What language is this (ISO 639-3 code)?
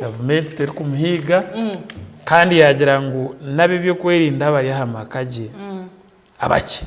nyn